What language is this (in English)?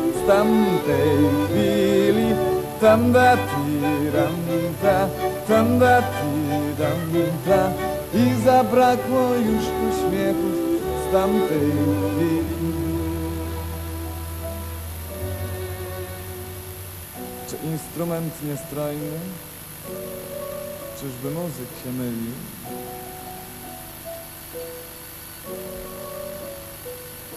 Polish